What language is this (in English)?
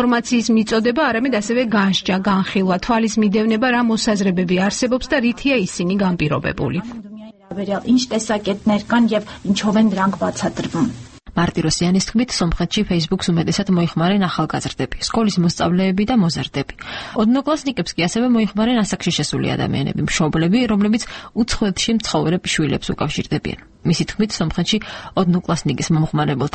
Georgian